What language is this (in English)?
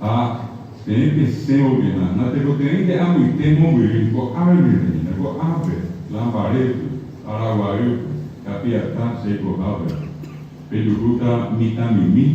Guarani